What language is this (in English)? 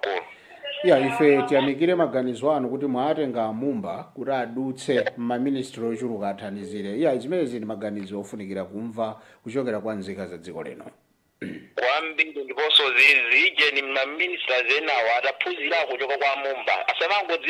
Nyanja